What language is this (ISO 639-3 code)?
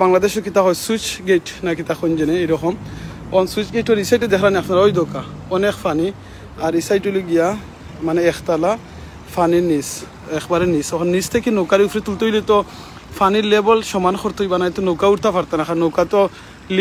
syl